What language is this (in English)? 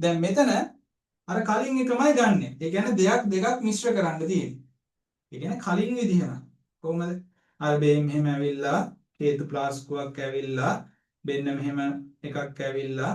Sinhala